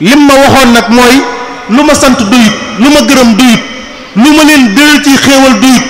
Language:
Wolof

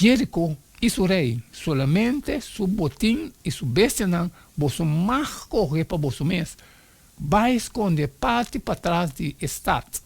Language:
Papiamento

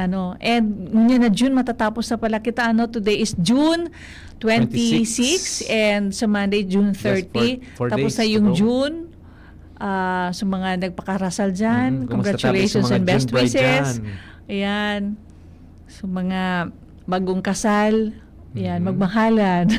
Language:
Bikol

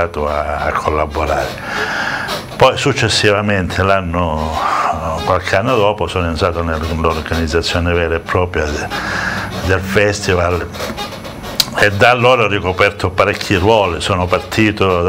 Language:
Italian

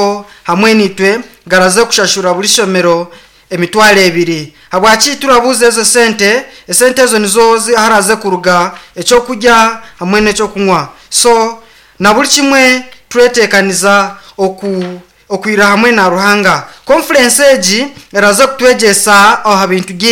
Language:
Nyankole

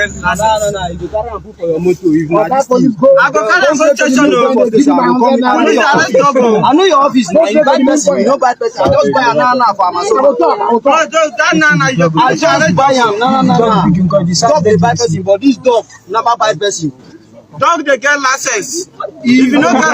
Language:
Nigerian Pidgin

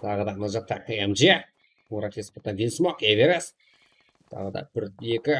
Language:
Kara-Kalpak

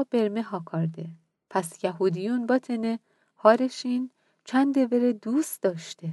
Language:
Mazanderani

